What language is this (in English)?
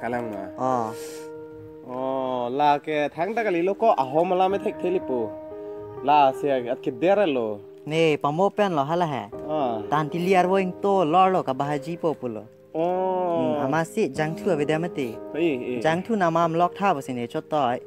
Karbi